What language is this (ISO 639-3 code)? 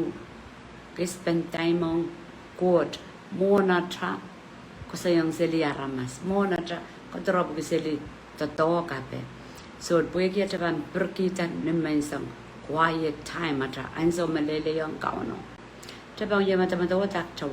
pon